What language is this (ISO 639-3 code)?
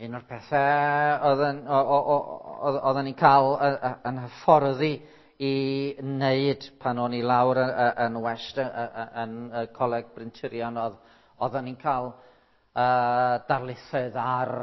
cym